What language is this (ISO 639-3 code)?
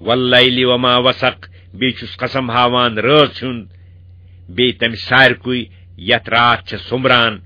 kas